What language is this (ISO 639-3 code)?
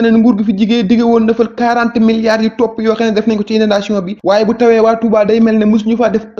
wol